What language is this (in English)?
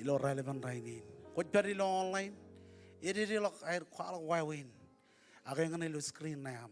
Marshallese